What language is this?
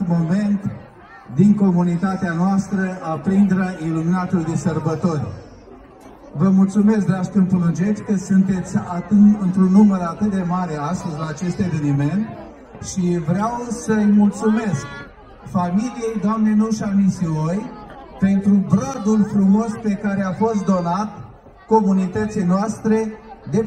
Romanian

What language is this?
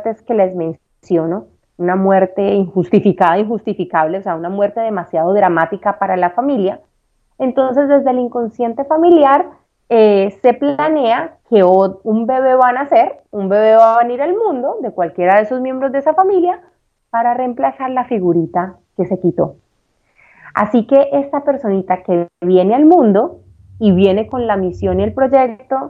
Spanish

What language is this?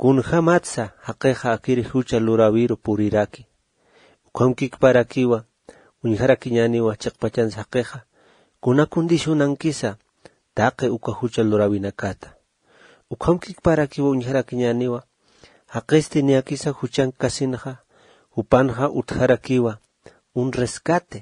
Aymara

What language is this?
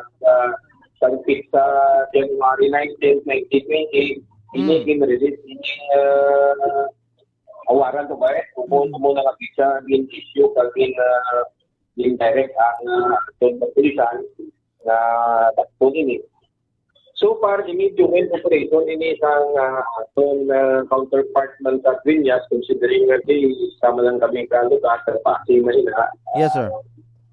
Hiligaynon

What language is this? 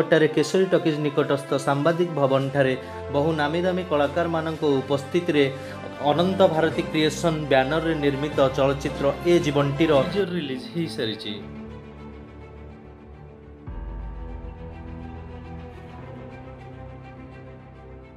Odia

